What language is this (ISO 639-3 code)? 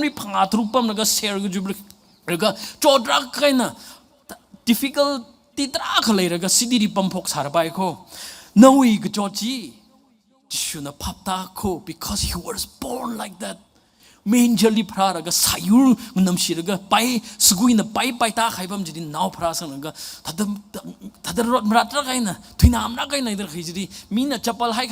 nmf